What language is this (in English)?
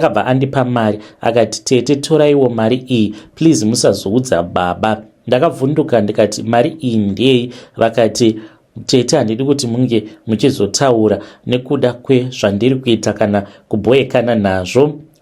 Shona